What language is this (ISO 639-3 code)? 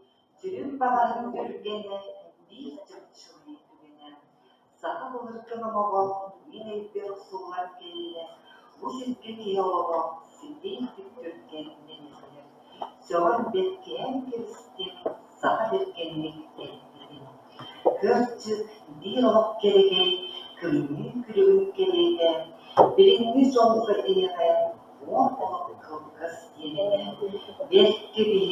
sah